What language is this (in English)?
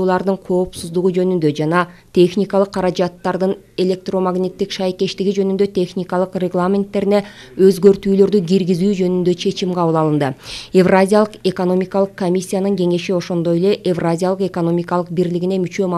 Kyrgyz